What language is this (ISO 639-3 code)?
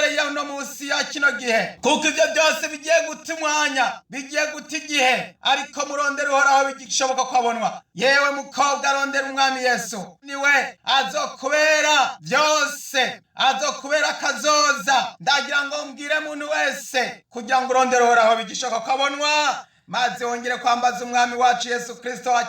run